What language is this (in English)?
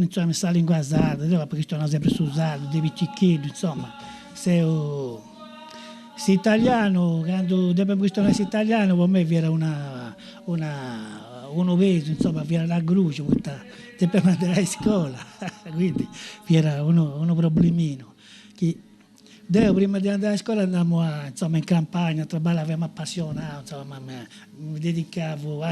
Sardinian